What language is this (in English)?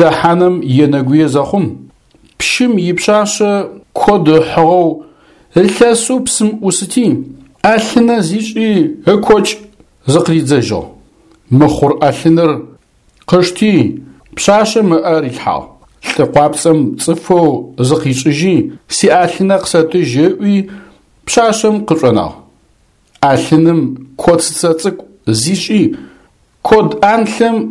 Adyghe